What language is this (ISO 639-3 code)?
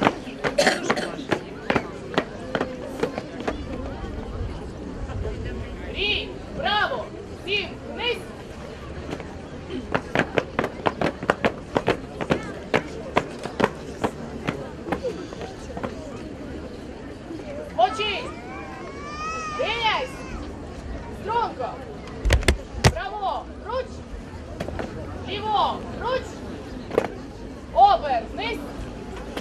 ukr